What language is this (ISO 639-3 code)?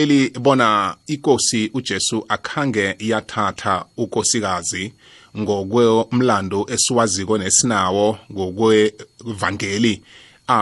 nbl